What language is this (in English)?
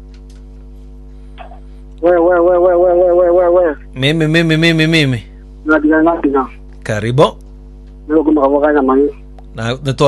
Swahili